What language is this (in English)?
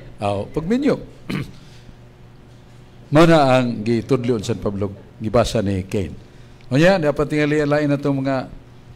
Cebuano